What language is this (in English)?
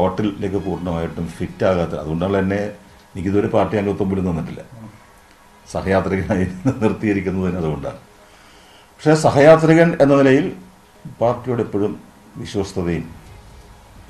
Malayalam